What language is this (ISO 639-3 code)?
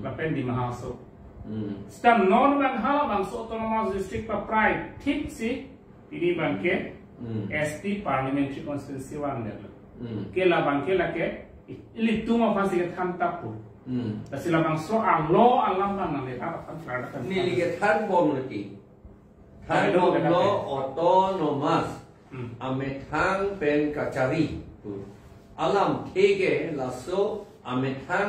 mjw